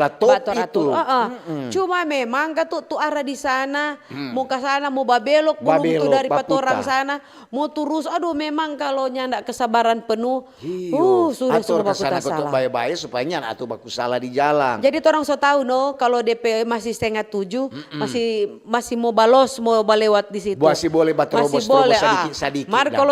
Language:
Manado Malay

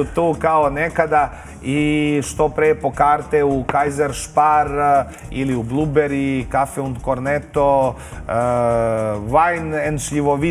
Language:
Serbian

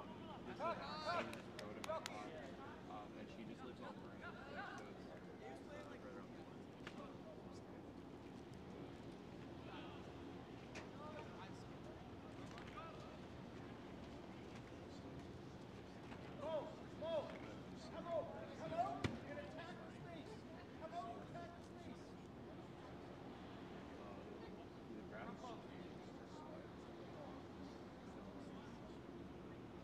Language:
English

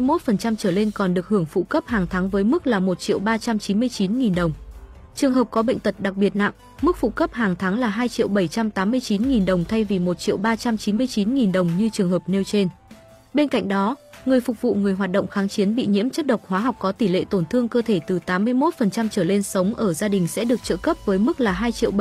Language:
Vietnamese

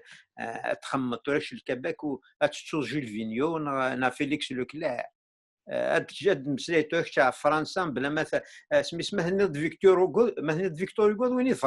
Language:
Kabyle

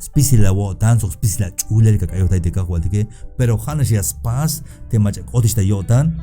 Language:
Tzeltal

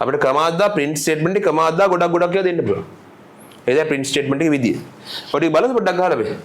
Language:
Sinhala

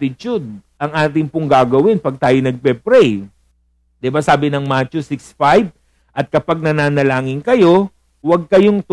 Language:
Filipino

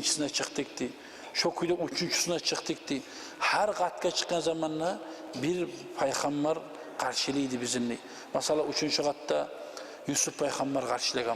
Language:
Kumyk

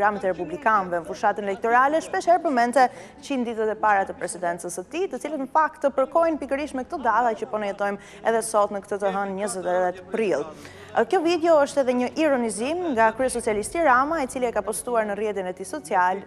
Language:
Albanian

